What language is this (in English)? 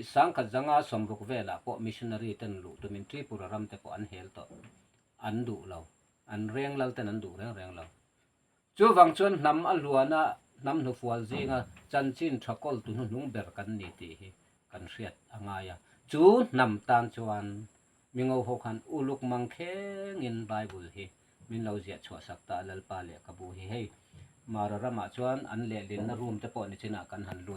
Mizo